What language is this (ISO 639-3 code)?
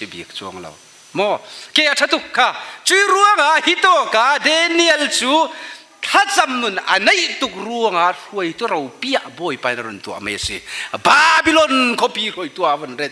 cfm